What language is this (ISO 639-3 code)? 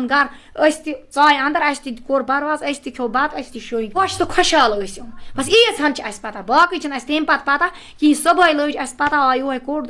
kas